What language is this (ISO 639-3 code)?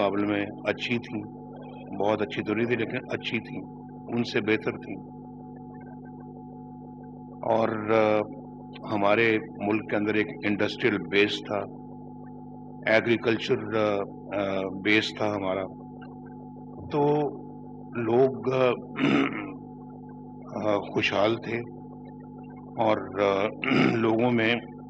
urd